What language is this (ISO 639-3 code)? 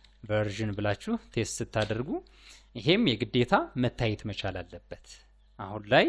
amh